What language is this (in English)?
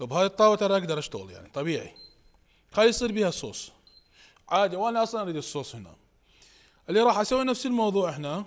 Mesopotamian Arabic